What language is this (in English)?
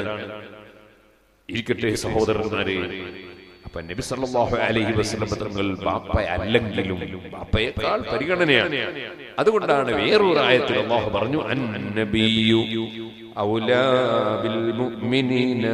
Malayalam